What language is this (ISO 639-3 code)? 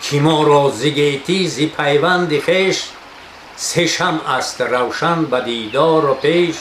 tgk